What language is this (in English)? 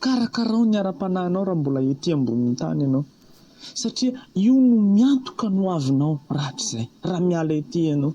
Malagasy